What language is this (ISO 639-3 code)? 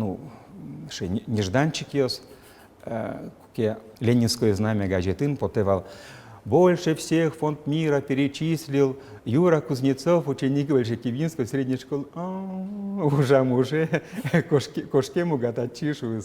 udm